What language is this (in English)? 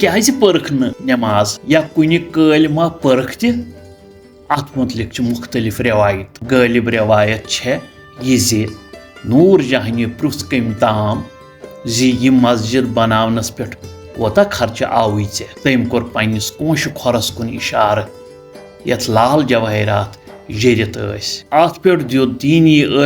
Kashmiri